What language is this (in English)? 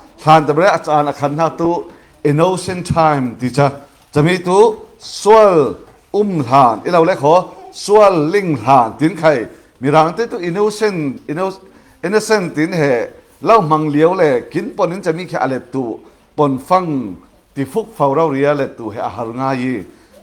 Falam Chin